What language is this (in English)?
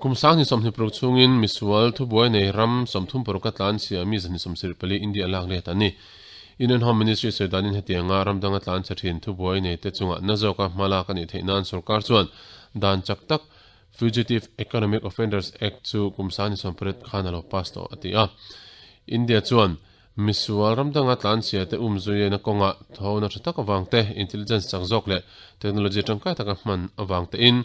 Mizo